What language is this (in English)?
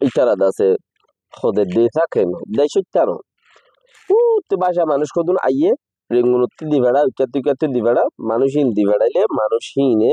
Rohingya